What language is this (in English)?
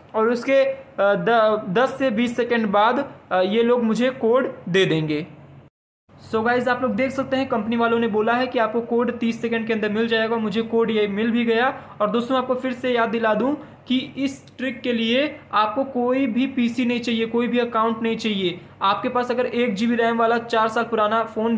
Hindi